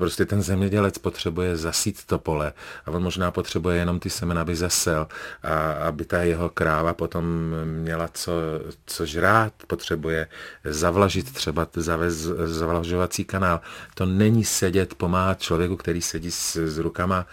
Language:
Czech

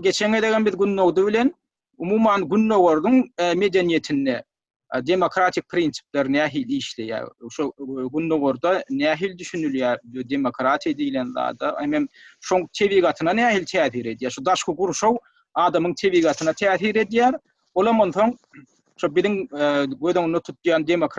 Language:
Turkmen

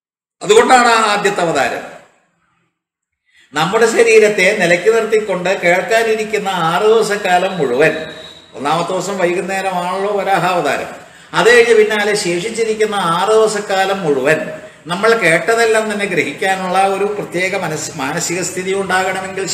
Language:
Malayalam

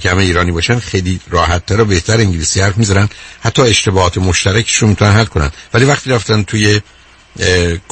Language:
Persian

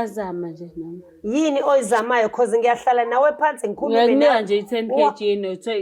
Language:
Zulu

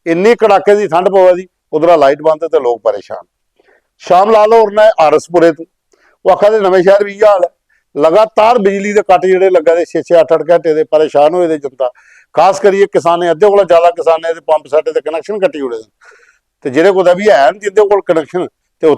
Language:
Dogri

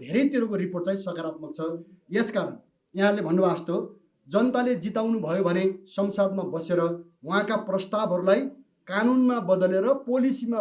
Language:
Nepali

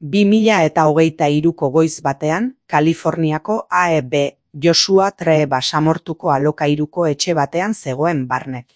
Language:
Basque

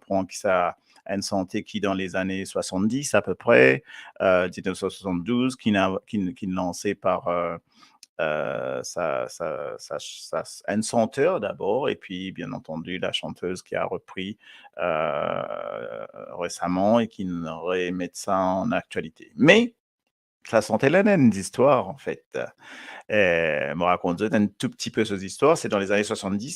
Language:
Morisyen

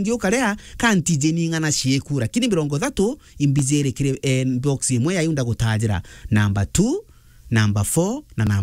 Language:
Meru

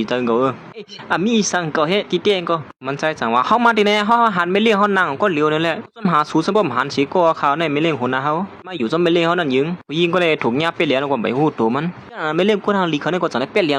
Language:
Shan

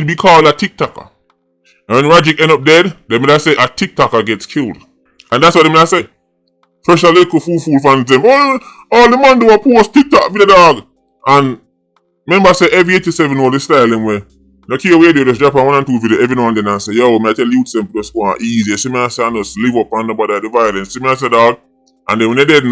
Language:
Jamaican Creole English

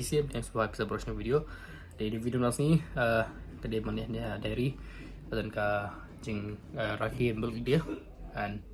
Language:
Khasi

